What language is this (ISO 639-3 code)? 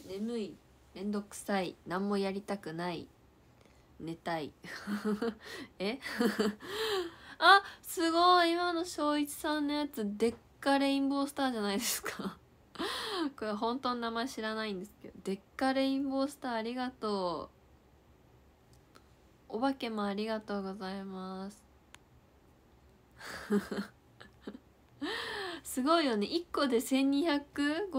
jpn